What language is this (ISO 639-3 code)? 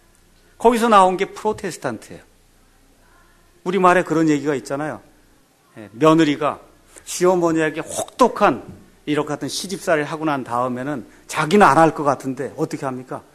kor